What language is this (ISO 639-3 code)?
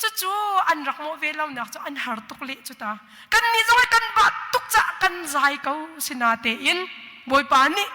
cnh